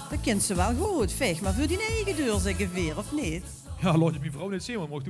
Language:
Limburgish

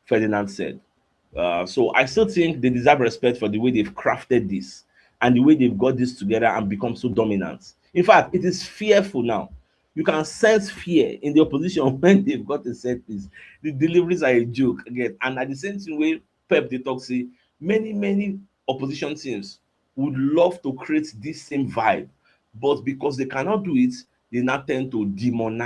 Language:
Nigerian Pidgin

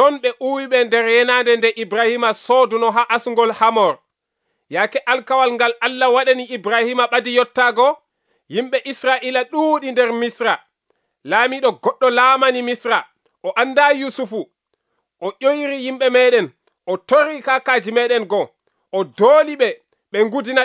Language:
Nigerian Fulfulde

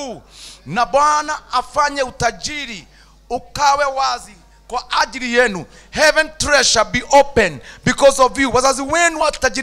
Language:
Swahili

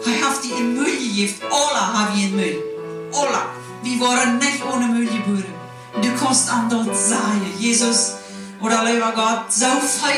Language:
Plautdietsch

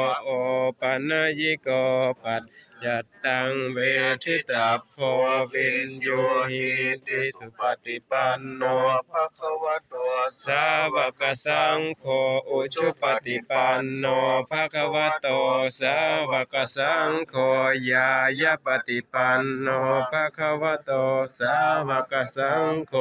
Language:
Pali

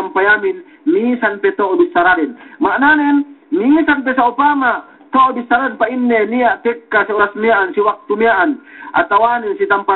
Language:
Yakan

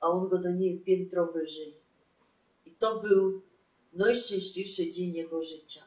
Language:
Silesian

